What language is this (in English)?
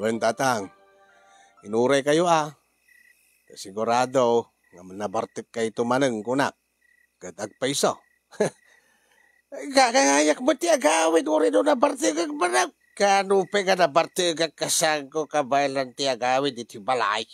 Iloko